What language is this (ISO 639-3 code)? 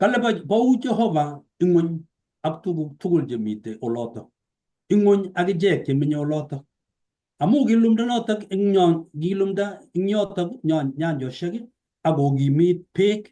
kln